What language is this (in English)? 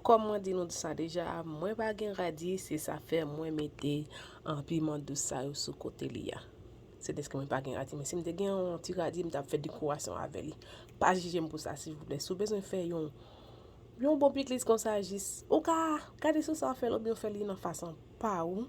Haitian Creole